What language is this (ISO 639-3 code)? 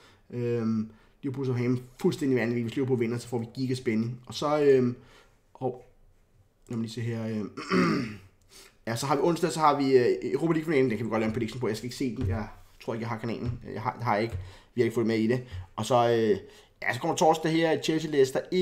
dan